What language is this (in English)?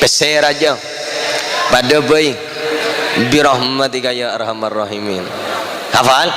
Madurese